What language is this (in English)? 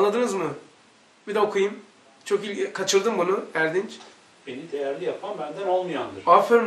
Turkish